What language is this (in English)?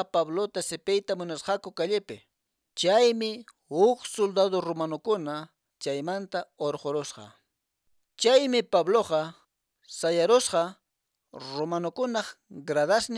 Quechua